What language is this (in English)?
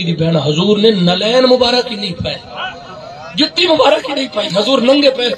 Saraiki